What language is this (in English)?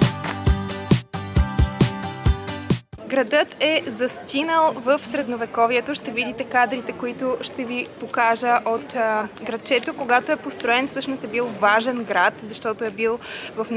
Bulgarian